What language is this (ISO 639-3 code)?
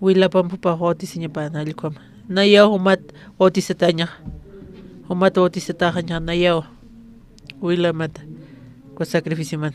aym